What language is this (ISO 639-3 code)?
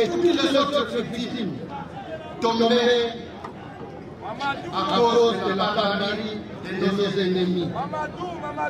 fra